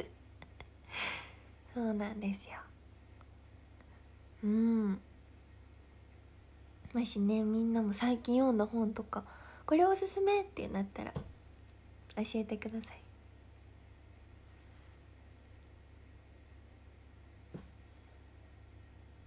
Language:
Japanese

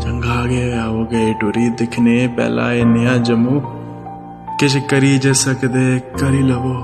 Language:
Dogri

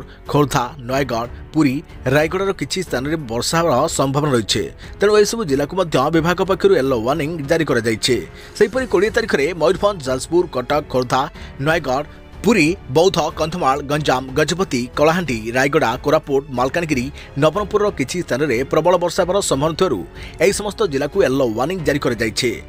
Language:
Odia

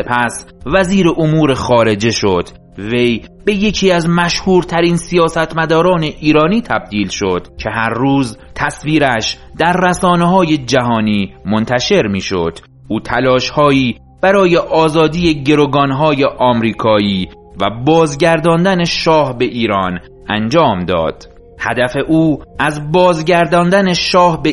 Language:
Persian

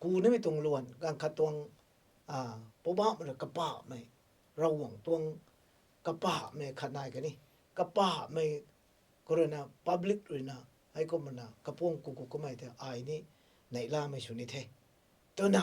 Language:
Rongmei Naga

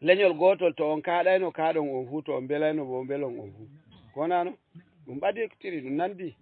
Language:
Fula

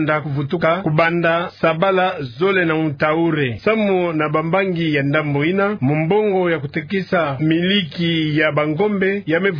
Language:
Kituba (Democratic Republic of Congo)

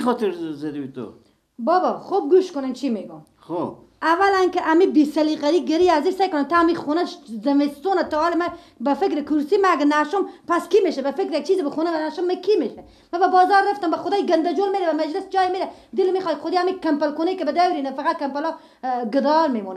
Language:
Persian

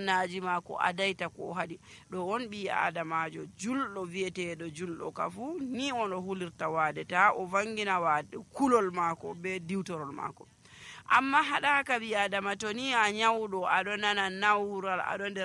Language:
Nigerian Fulfulde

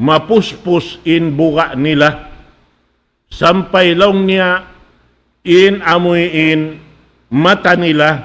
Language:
Tausug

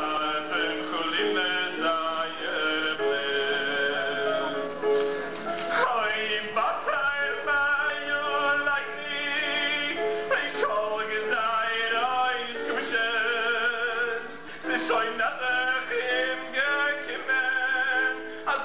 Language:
Yiddish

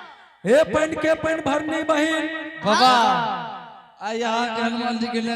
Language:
Angika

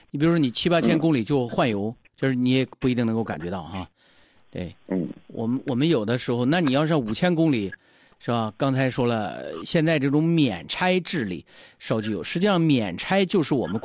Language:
Chinese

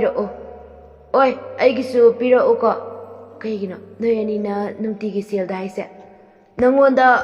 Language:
Manipuri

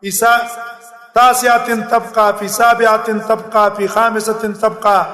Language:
Pashto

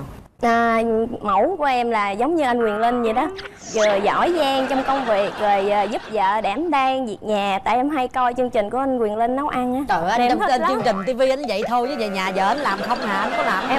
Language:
Vietnamese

